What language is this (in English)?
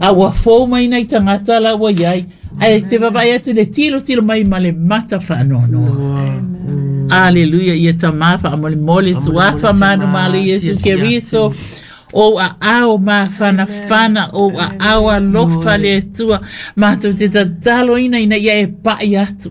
Samoan